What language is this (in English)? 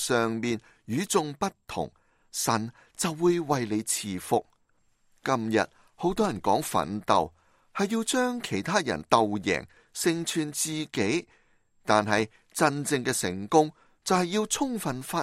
Cantonese